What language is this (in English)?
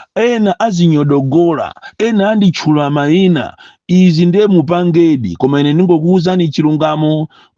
Nyanja